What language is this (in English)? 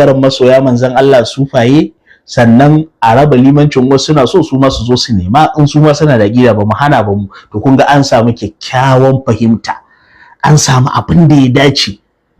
Hausa